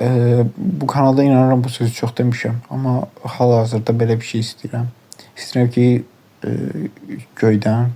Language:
Azerbaijani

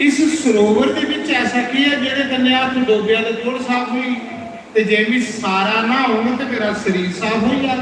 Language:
Dogri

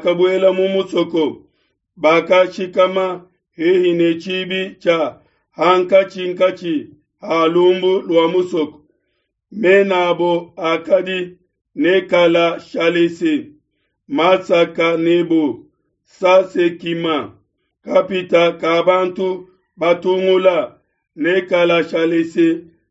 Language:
Luba-Lulua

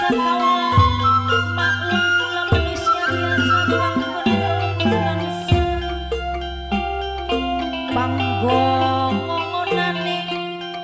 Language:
Javanese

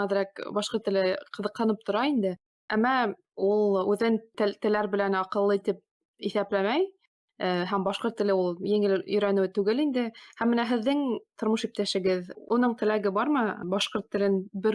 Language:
Bashkir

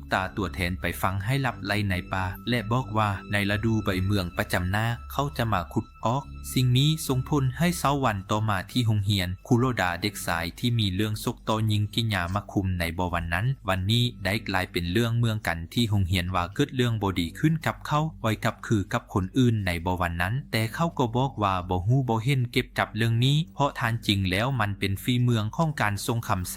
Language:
Lao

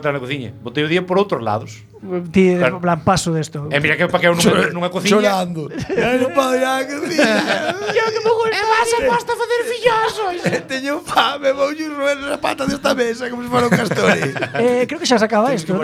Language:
Galician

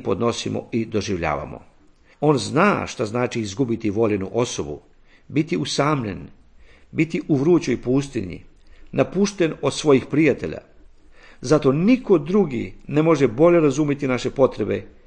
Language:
Serbian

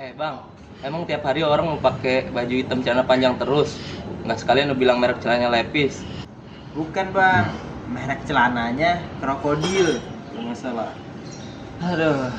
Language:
Betawi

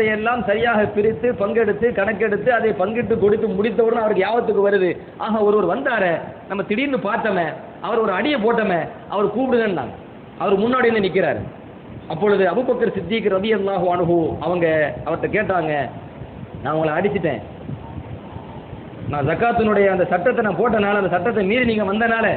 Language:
Tamil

